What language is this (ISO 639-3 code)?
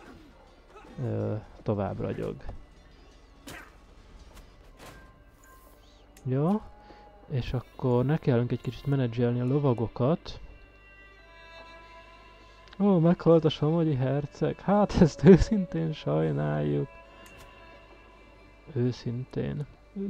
hun